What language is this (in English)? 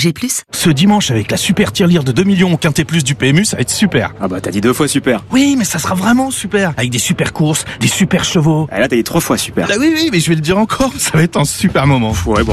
French